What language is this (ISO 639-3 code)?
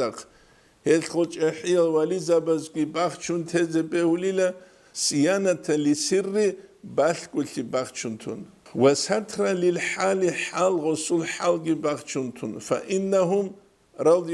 ava